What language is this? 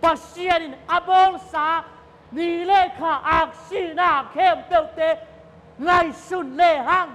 Tedim Chin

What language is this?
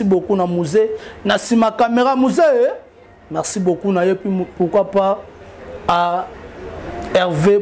Lingala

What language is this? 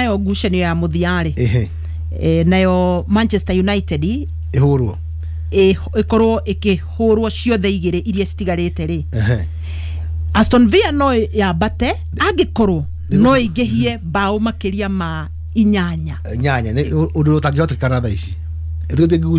Kikuyu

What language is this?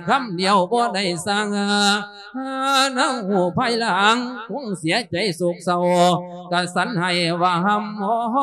Lao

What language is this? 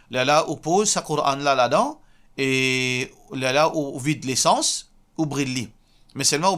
Morisyen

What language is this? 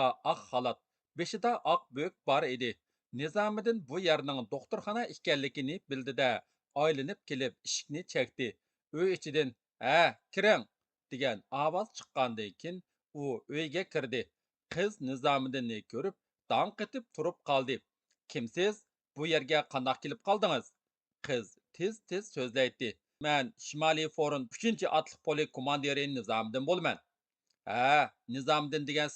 Uyghur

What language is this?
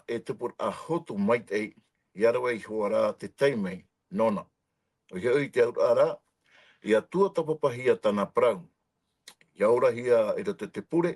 Tahitian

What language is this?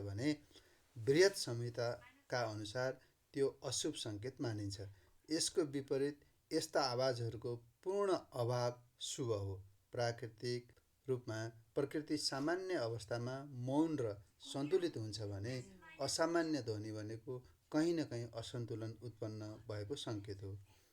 Nepali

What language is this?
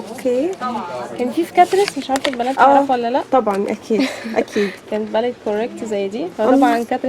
Egyptian Arabic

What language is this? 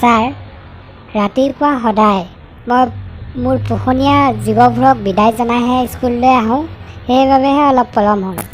Assamese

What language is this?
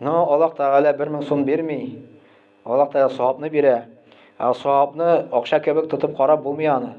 Tatar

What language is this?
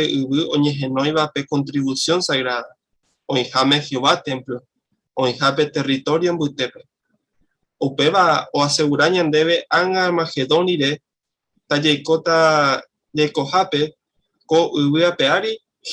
Guarani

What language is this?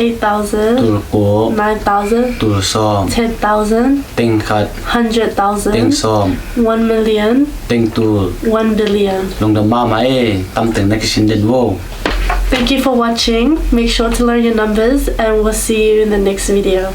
Tedim Chin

